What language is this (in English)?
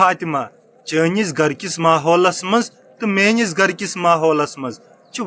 Kashmiri